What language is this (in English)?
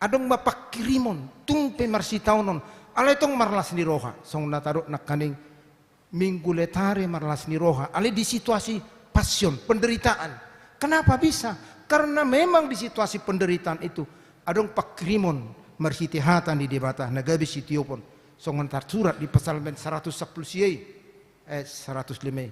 Batak Toba